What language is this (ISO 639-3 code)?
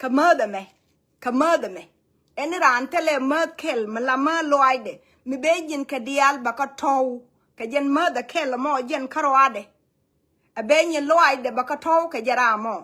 nus